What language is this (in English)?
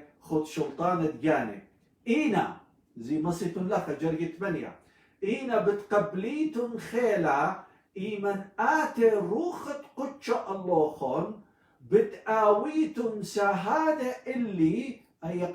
Assyrian Neo-Aramaic